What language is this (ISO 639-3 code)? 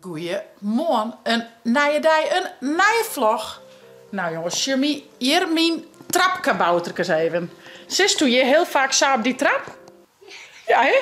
fry